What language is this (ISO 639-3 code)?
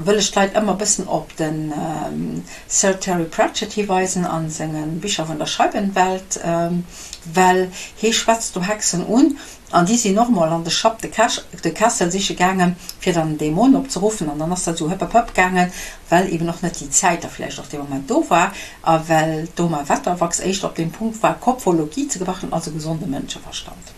ltz